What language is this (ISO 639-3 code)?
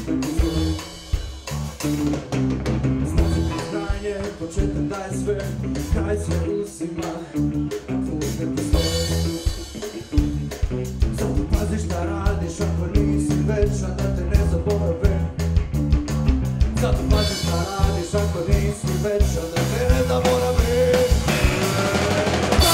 srp